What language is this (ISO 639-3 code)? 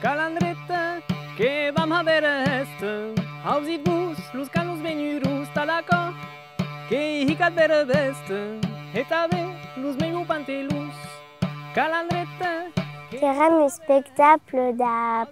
oci